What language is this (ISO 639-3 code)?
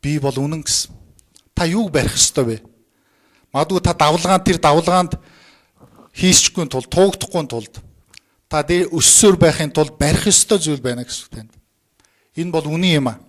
mon